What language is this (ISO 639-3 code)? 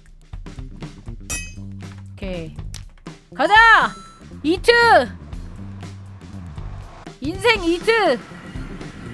kor